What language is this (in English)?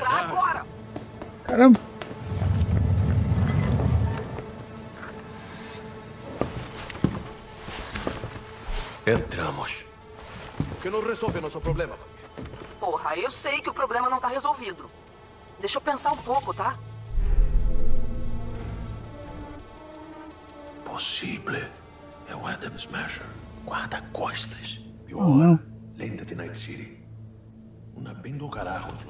Portuguese